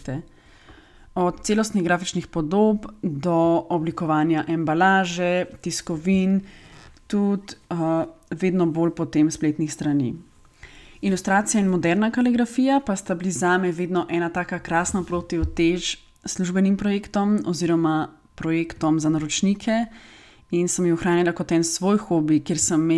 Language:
Slovenian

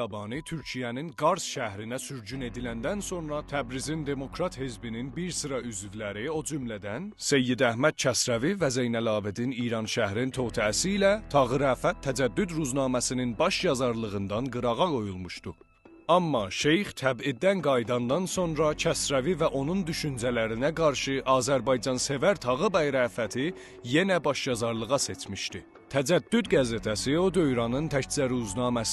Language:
South Azerbaijani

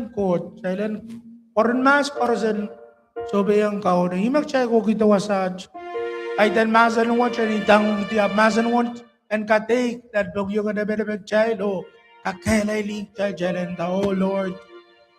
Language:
Pohnpeian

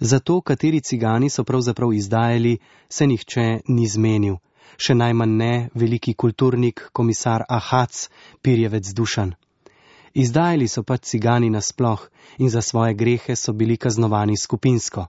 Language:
Slovenian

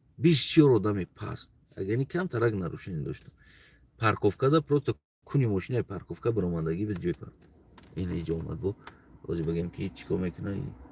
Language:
Tajik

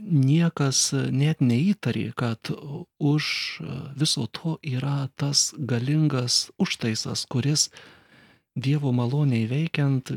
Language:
Lithuanian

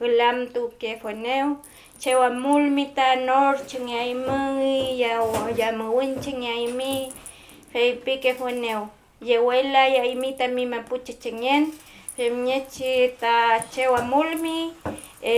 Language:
Mapuche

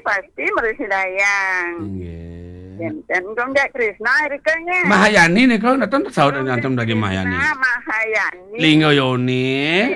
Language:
Balinese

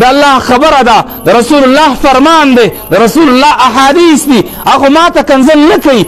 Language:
Pashto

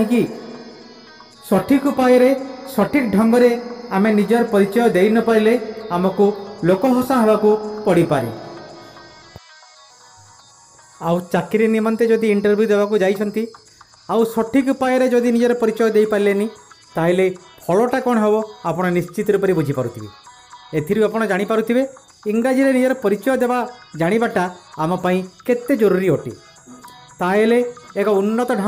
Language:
Odia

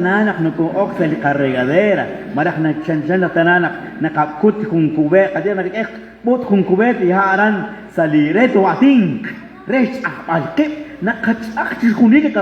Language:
Kekchí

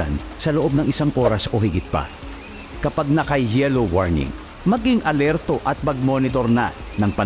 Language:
Filipino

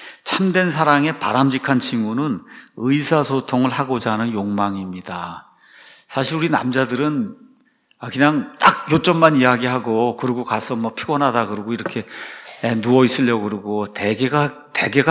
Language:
Korean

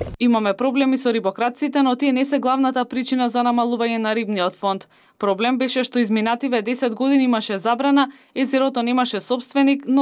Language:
Macedonian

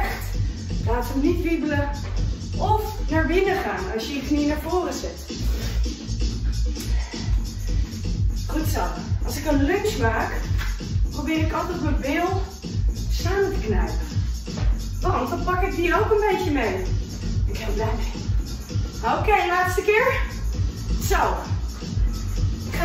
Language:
Dutch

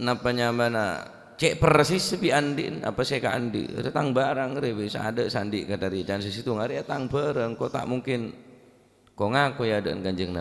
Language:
Madurese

